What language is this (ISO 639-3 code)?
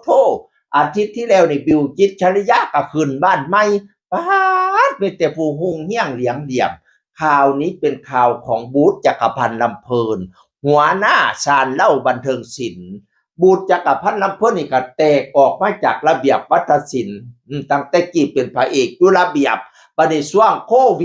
tts